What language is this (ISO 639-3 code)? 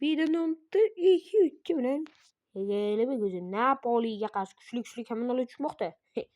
uzb